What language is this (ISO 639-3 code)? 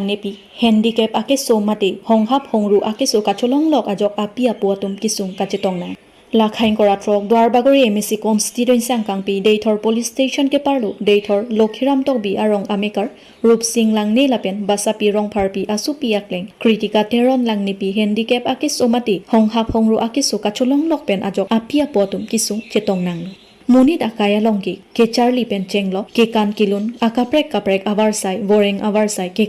mjw